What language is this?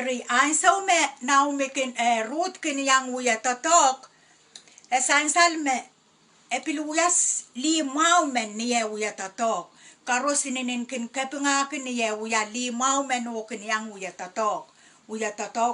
Pohnpeian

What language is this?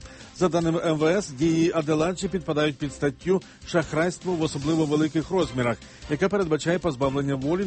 Ukrainian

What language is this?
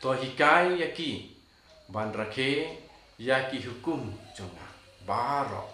Khasi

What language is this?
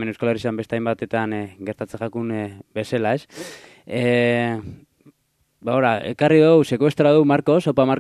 Basque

